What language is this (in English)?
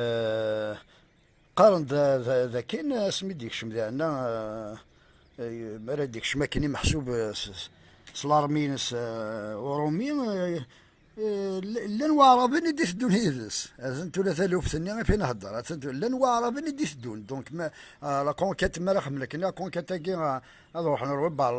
Kabyle